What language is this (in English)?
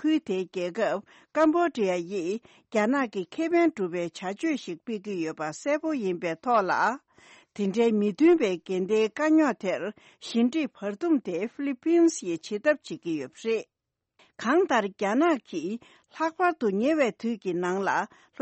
Tibetan